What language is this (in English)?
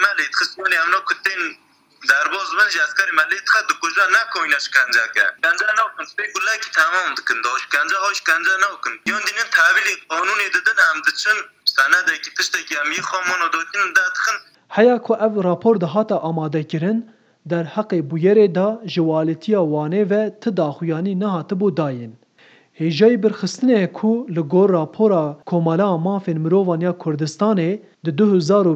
Kurdish